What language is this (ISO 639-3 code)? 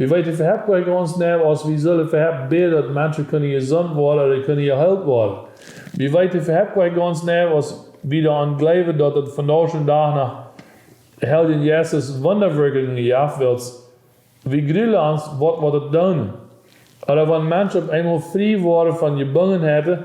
pdt